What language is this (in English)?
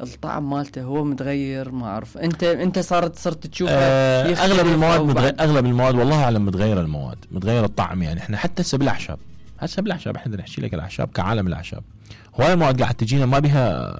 Mesopotamian Arabic